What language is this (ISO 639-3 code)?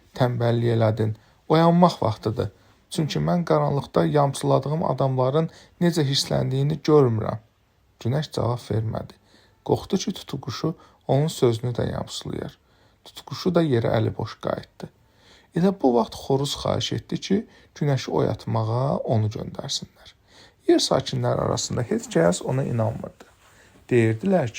aze